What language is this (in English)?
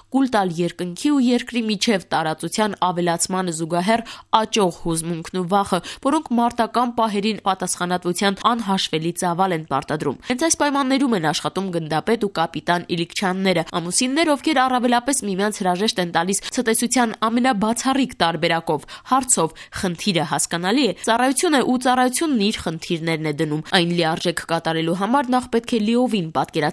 Armenian